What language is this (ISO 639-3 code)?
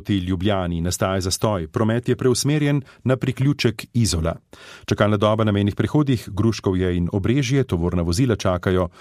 slv